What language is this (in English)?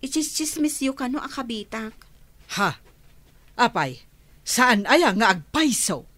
Iloko